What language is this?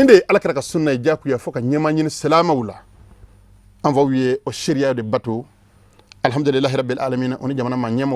Bambara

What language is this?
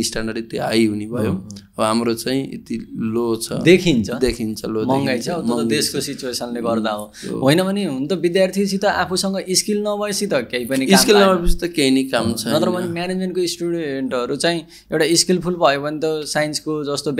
Nepali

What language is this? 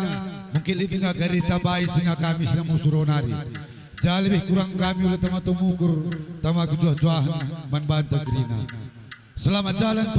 Batak Karo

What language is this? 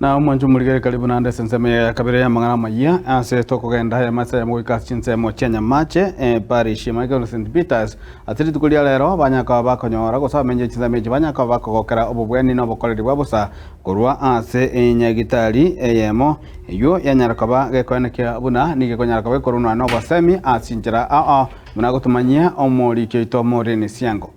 Gusii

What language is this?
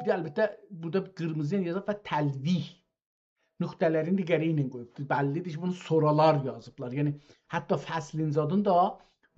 South Azerbaijani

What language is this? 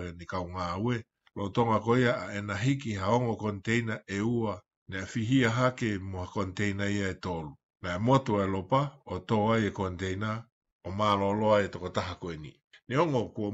Tongan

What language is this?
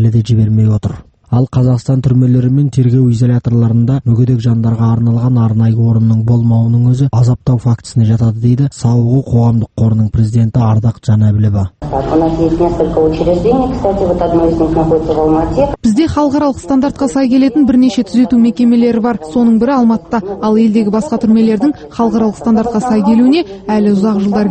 Kazakh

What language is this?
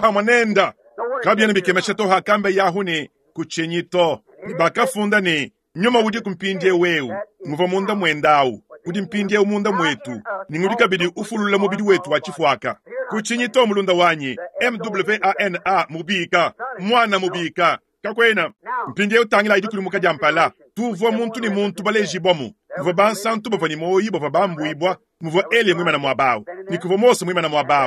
Luba-Lulua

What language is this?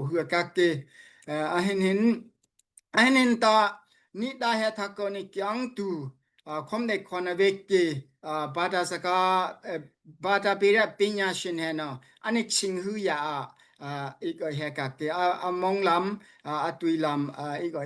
Daai Chin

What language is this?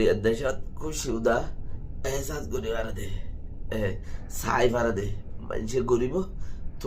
Rohingya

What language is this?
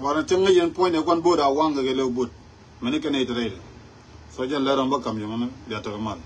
Nuer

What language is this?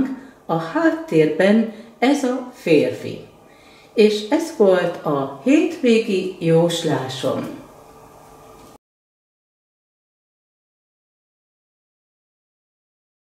Hungarian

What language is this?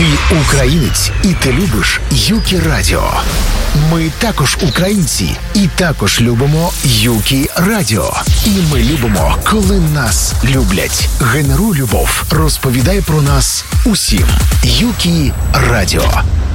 Ukrainian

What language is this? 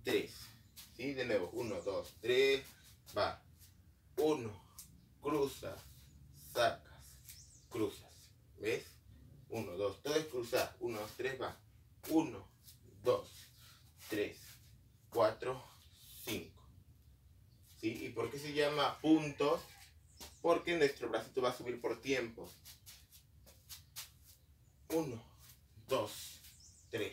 Spanish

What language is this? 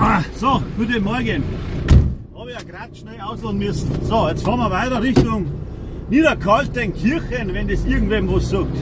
Bavarian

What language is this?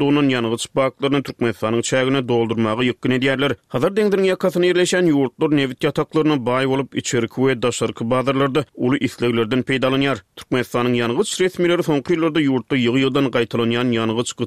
Turkmen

